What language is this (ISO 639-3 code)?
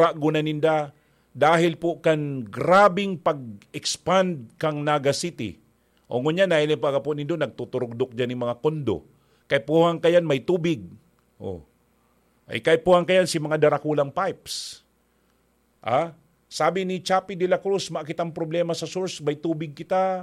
bik